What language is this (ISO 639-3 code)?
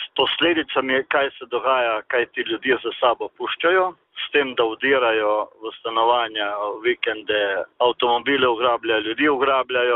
slv